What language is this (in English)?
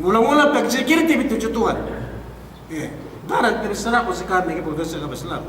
Yakan